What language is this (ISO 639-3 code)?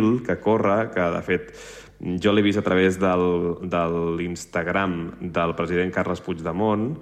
cat